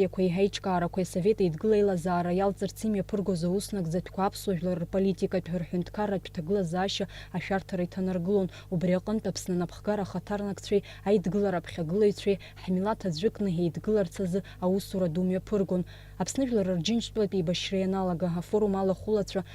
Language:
Abkhazian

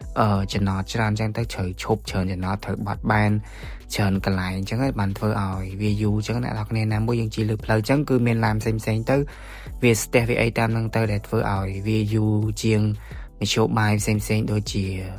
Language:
Khmer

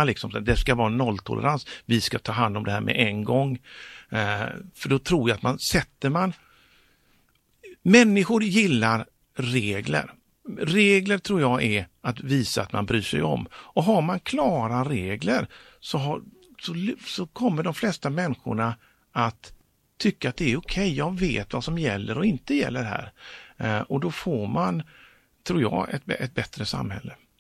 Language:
Swedish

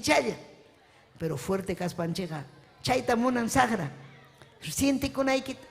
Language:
Ayacucho Quechua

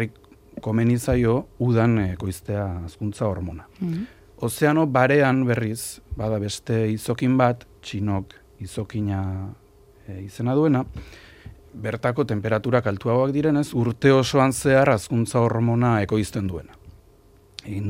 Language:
Basque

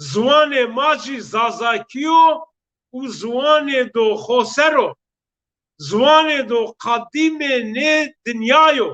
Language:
Zaza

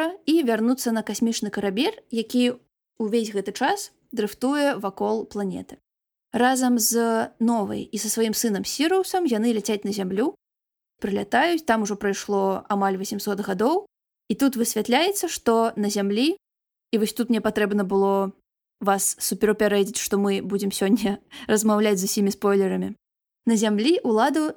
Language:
Belarusian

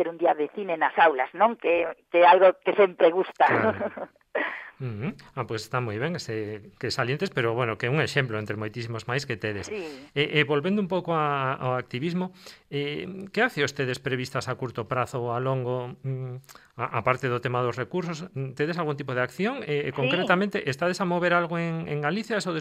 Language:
Galician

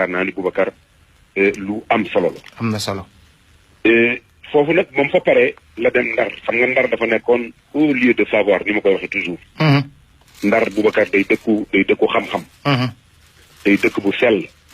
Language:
Wolof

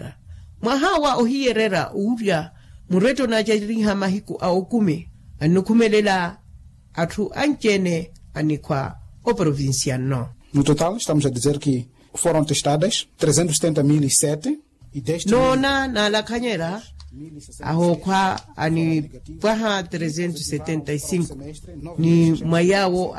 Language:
Makhuwa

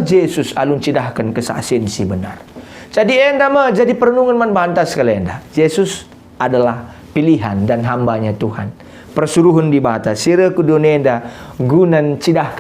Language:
Batak Karo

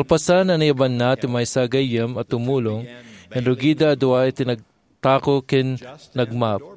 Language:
Iloko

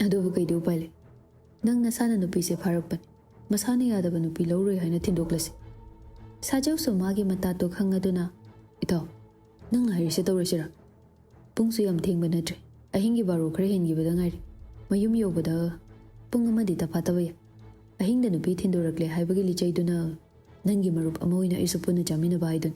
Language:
Manipuri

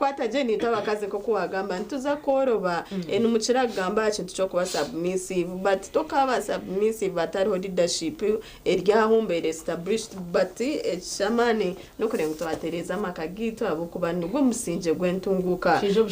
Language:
Nyankole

